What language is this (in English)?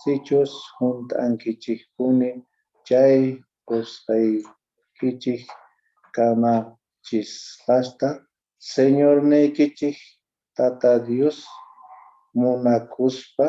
Quechua